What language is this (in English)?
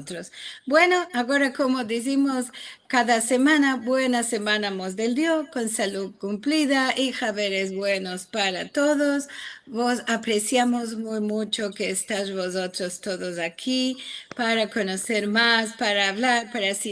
Ladino